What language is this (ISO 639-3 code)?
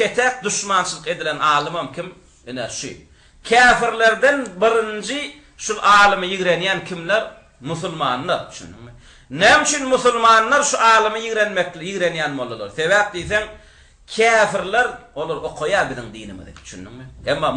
tuk